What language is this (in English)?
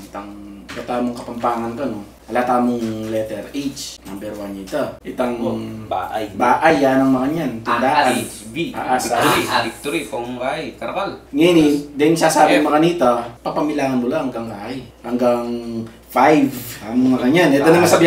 Pampanga